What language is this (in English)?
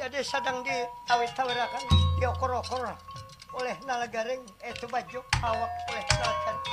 Banjar